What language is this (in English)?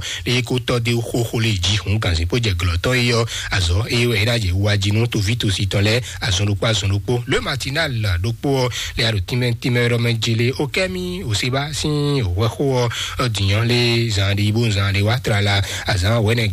Fon